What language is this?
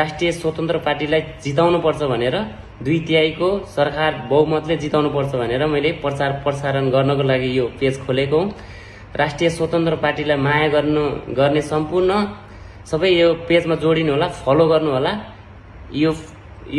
Nepali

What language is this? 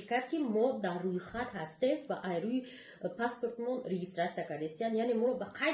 Tajik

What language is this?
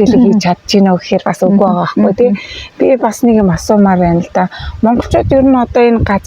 Mongolian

